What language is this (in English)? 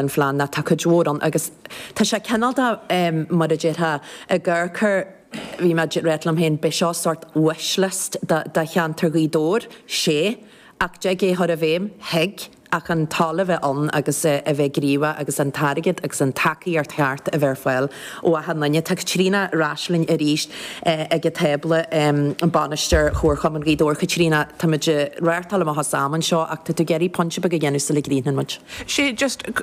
Irish